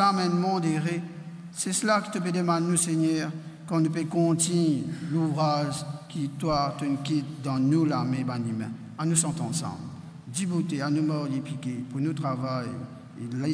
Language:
Morisyen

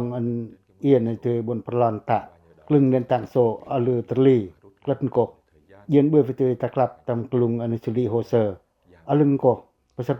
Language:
Pacoh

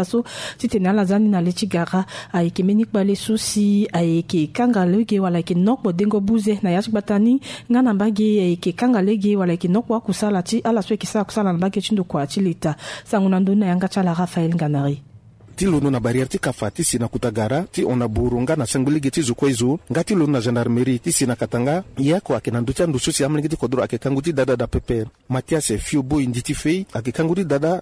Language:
Sango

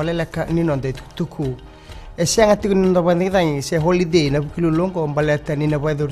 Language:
Fijian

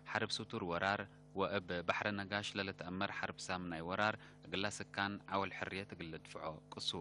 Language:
Tigre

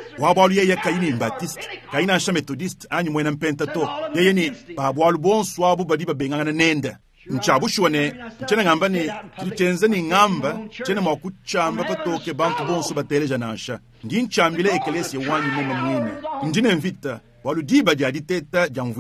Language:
Luba-Lulua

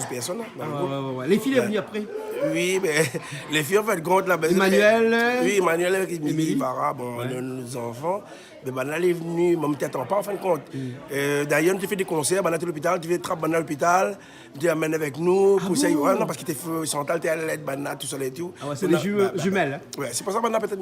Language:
Réunion Creole French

